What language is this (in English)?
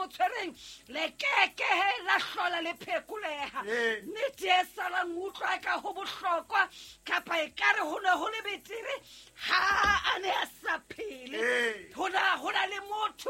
Southern Sotho